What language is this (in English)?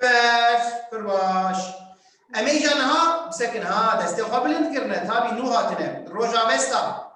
Kurdish